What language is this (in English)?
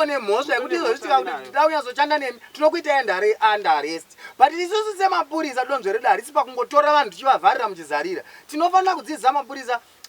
Shona